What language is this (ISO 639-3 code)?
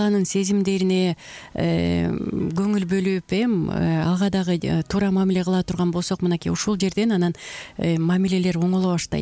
kir